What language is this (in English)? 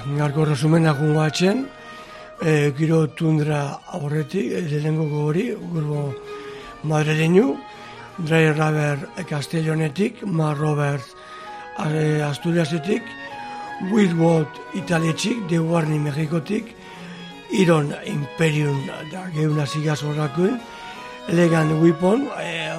Basque